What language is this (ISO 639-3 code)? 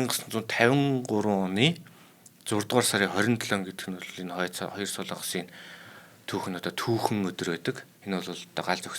mon